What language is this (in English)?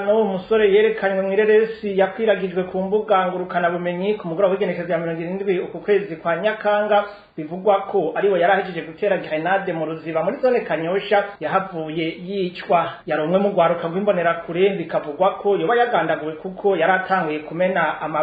Rundi